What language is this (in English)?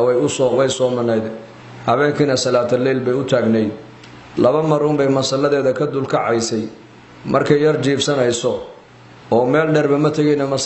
Somali